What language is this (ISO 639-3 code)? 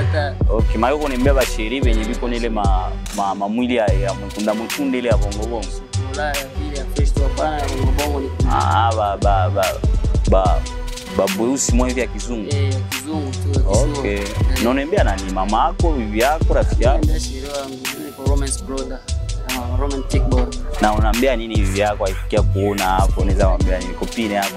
swa